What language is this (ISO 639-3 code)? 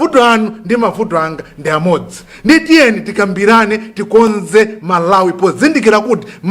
nya